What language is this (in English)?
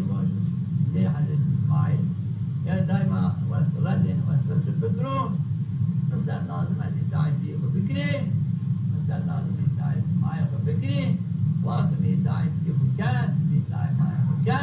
Zaza